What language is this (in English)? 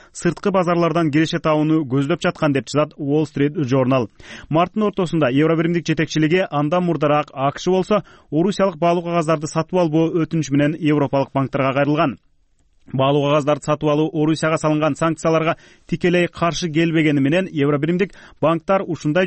Kyrgyz